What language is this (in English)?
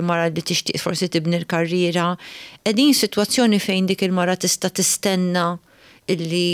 Maltese